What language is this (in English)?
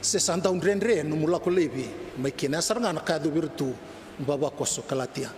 Fijian